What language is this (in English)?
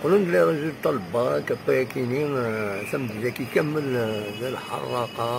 Kabyle